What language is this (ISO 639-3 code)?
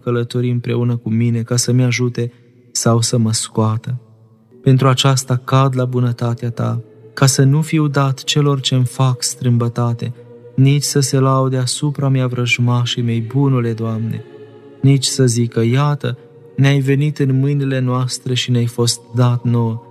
ron